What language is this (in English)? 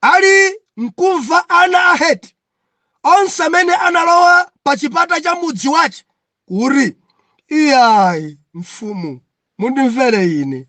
Nyanja